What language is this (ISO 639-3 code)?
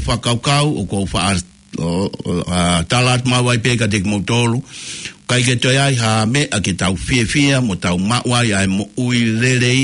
ton